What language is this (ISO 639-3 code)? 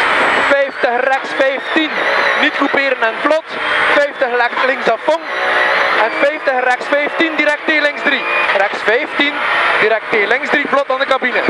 nld